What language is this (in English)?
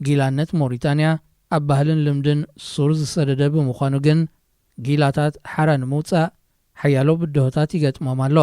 Tigrinya